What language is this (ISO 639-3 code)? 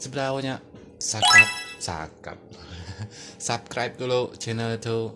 iba